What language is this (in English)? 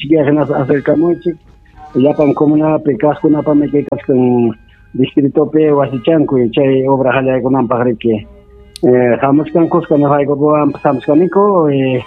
Ayacucho Quechua